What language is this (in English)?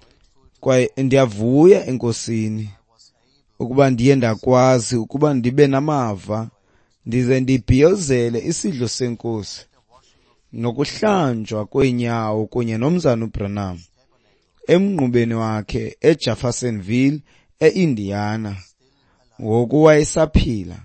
Xhosa